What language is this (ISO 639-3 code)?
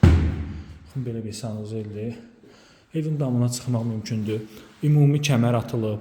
aze